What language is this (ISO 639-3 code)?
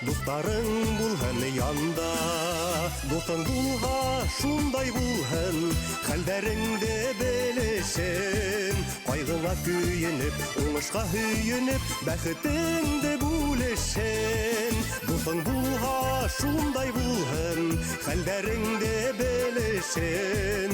bak